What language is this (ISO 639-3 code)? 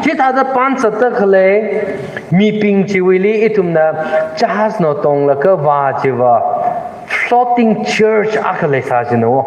nmf